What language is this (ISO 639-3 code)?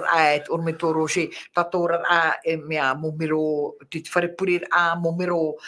tah